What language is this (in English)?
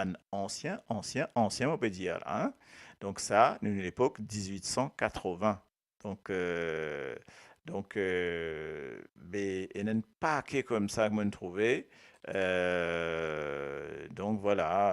Morisyen